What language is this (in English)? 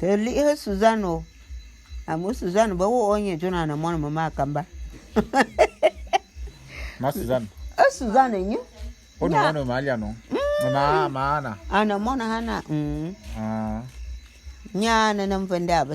Bulu